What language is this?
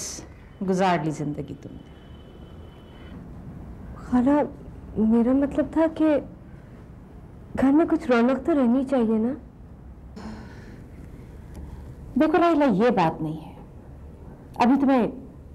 Hindi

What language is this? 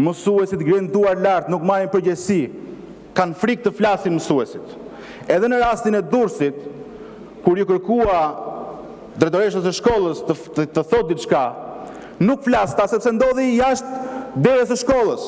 Albanian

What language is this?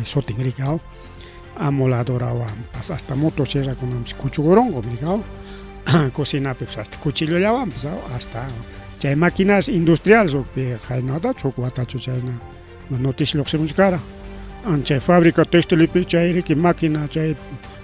Ayacucho Quechua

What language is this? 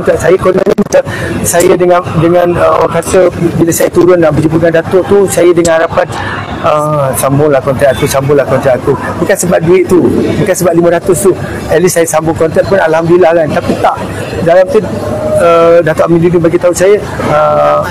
Malay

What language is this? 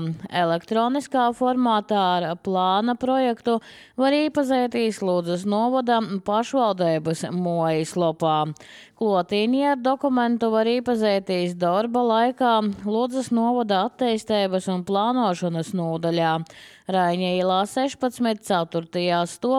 Latvian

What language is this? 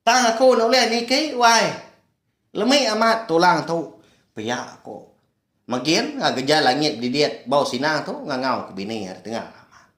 Iban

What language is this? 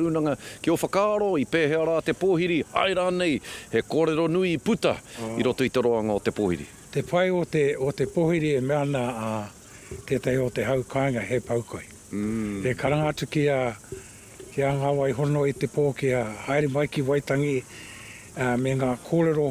Māori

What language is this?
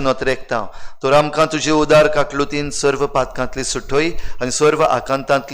Konkani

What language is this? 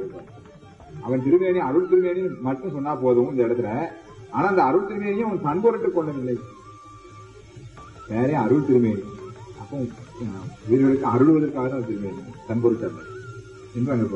Tamil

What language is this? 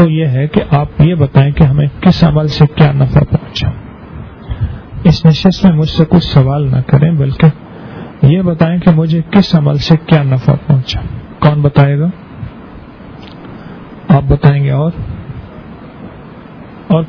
Urdu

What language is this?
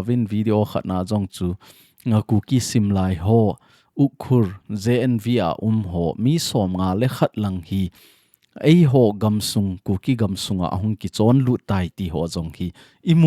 Thado Chin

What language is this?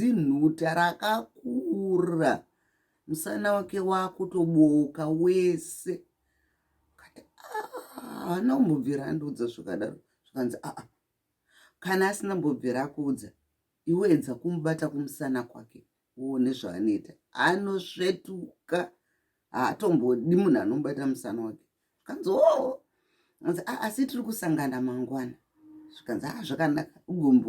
Shona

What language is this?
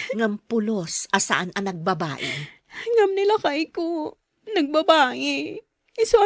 Iloko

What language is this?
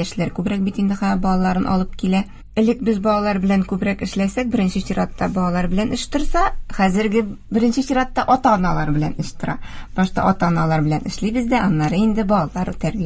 Tatar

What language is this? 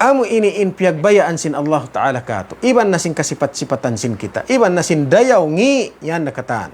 Tausug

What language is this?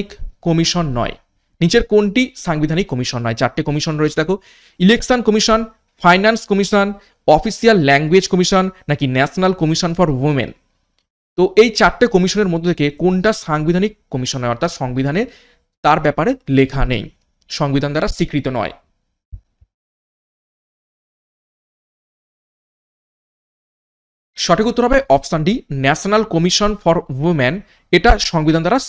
Bangla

